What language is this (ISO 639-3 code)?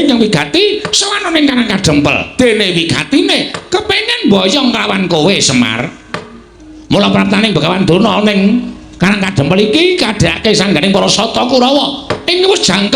jav